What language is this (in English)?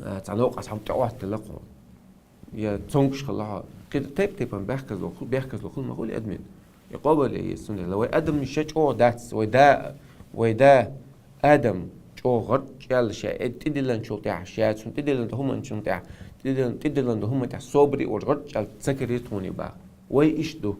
Chechen